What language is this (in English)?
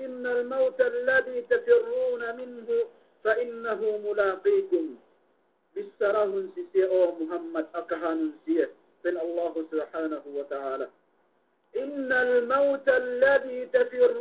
Yakan